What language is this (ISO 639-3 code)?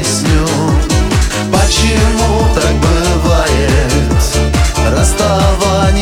rus